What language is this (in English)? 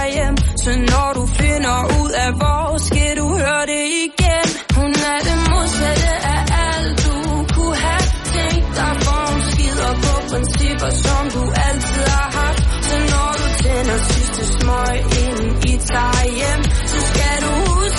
Danish